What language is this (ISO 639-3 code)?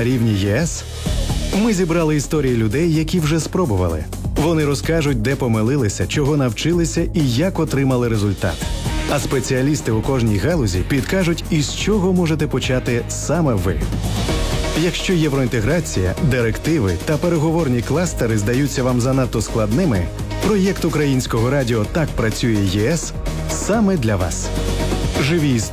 ukr